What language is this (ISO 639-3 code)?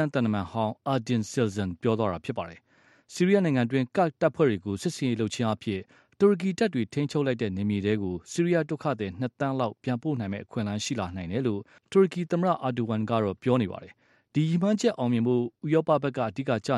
mya